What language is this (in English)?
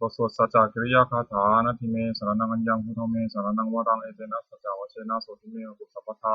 Pali